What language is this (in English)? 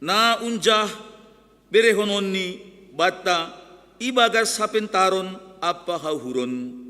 Batak Simalungun